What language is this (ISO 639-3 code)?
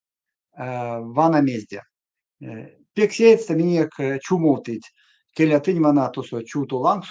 myv